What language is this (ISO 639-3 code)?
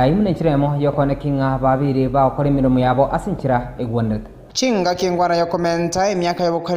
guz